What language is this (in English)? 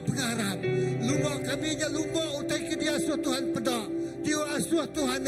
Iban